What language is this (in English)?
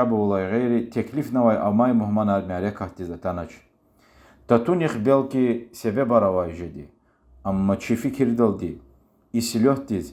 Lezghian